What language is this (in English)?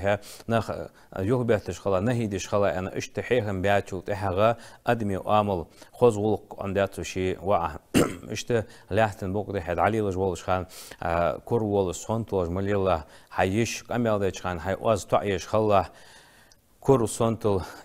Ingush